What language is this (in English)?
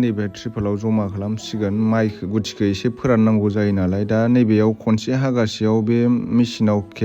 Bodo